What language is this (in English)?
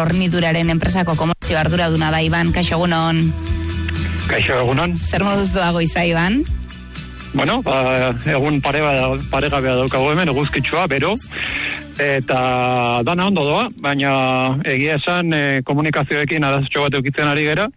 Basque